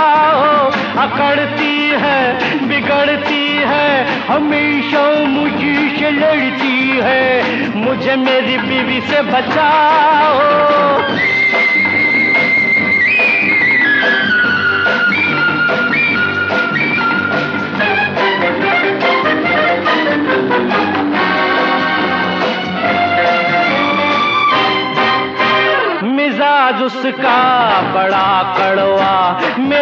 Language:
Hindi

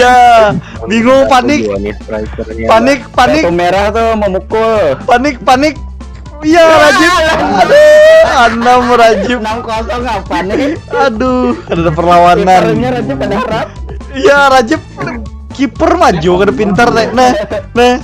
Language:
Banjar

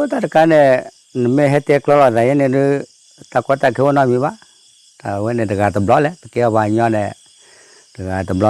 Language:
S'gaw Karen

